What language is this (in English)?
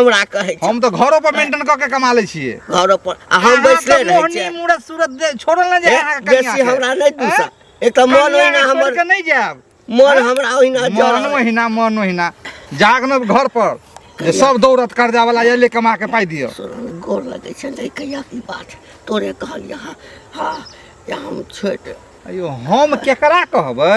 Maithili